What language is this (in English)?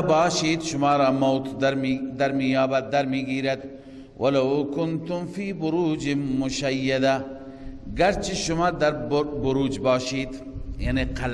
Persian